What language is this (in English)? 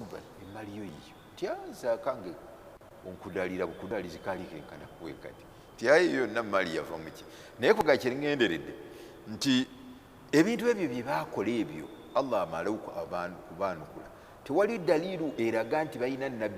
Ganda